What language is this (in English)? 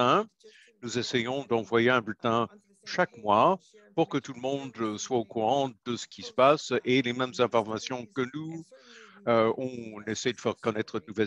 French